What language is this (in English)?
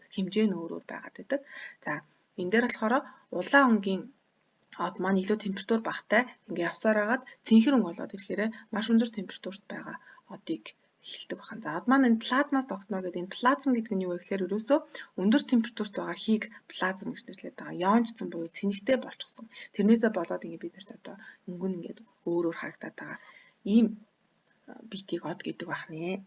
Mongolian